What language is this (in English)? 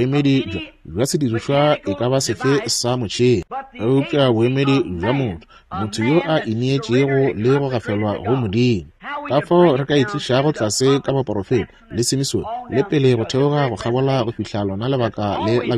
Northern Sotho